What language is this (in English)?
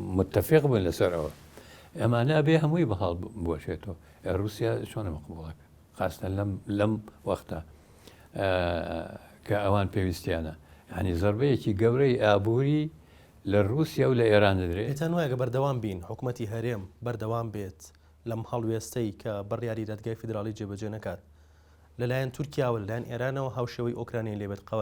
Central Kurdish